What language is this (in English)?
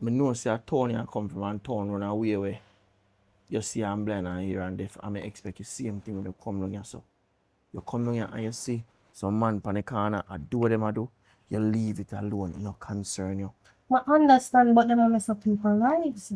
Jamaican Creole English